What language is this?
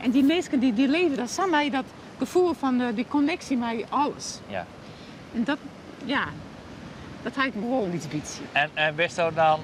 Western Frisian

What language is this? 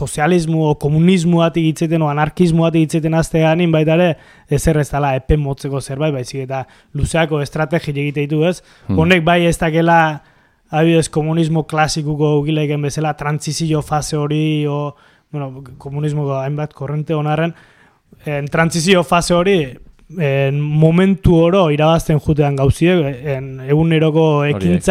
Basque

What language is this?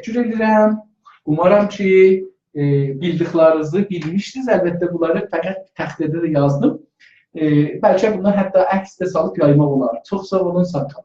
South Azerbaijani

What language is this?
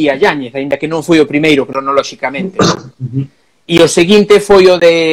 Galician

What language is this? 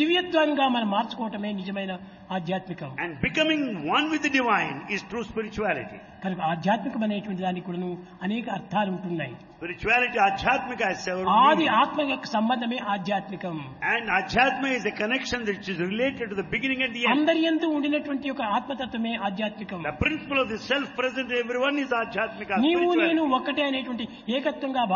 Telugu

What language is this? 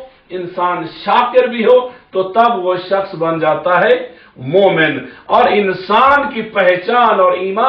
Urdu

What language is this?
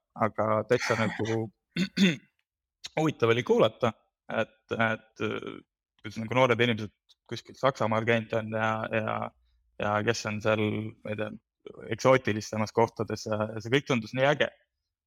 Estonian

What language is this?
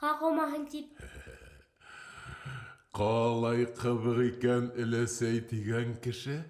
Bashkir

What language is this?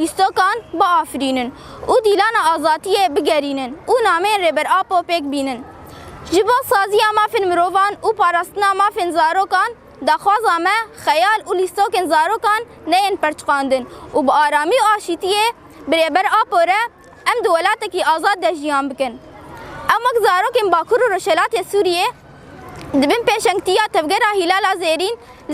Kurdish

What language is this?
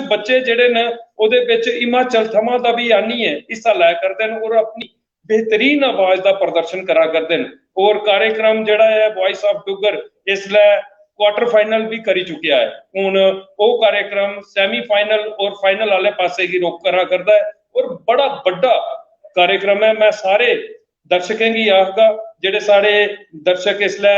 Dogri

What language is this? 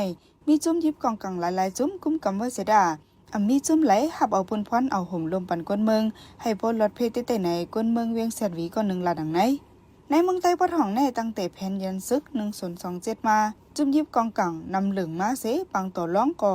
Shan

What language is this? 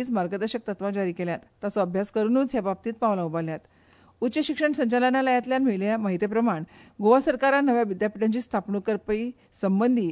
Konkani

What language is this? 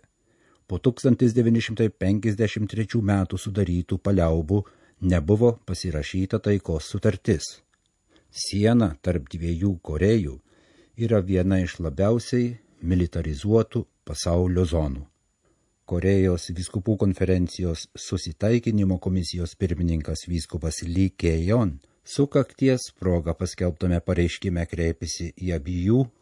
Lithuanian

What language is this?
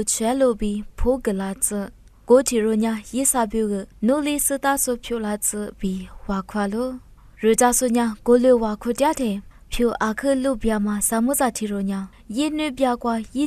Lisu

